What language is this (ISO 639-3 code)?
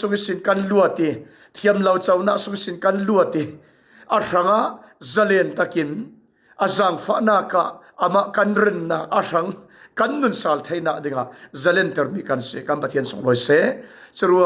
cfm